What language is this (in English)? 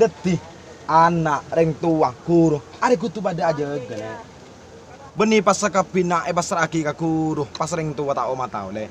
Madurese